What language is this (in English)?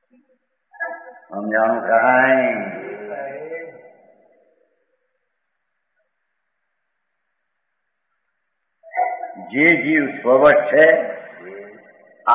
Gujarati